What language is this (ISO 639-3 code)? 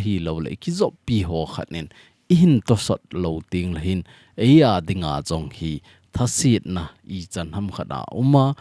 tcz